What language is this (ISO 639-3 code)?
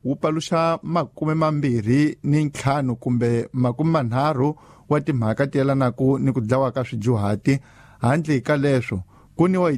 tso